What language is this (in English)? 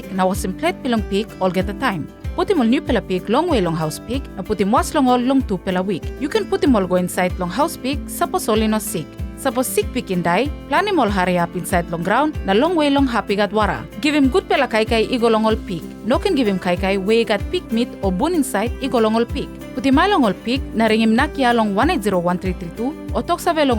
Tok Pisin